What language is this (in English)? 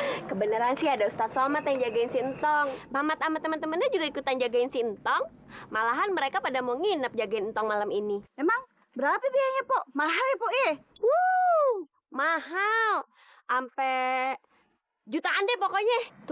Betawi